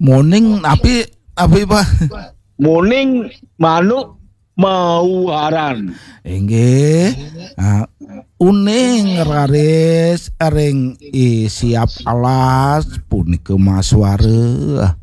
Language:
Balinese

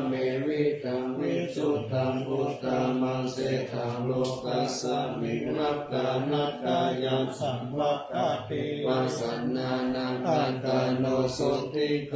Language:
Pali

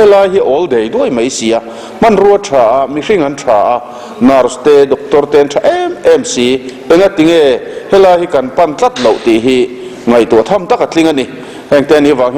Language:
Mizo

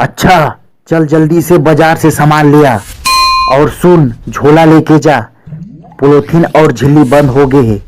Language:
Chhattisgarhi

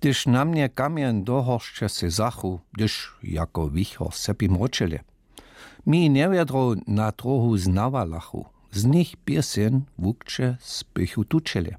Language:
Upper Sorbian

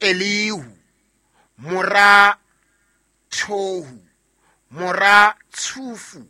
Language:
Southern Sotho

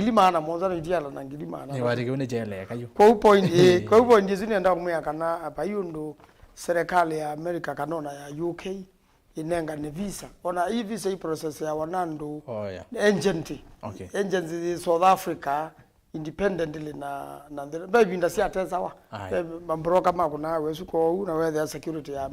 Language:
Kamba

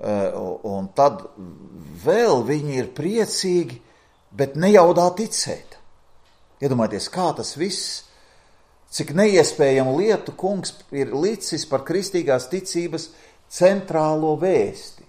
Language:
Latvian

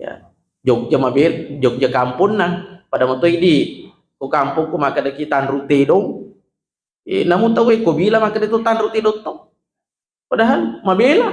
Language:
Buginese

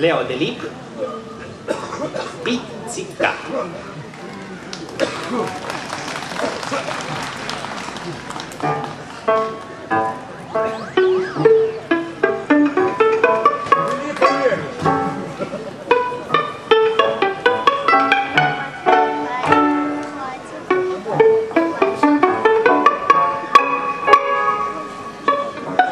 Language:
Ukrainian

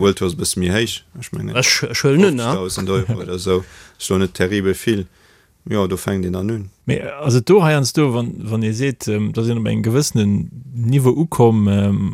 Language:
Luxembourgish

